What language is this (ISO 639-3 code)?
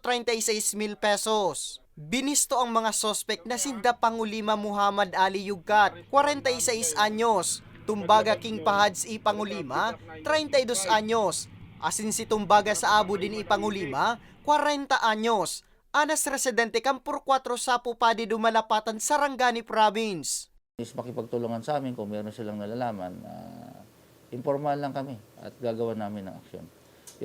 bik